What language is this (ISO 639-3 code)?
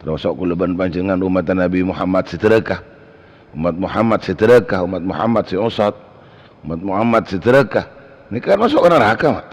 mad